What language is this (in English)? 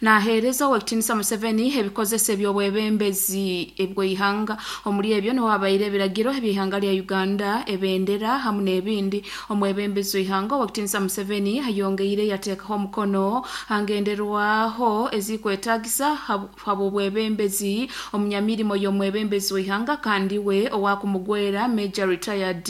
Nyoro